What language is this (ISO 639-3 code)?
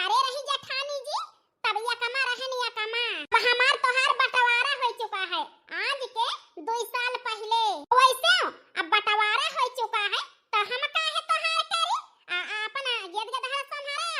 awa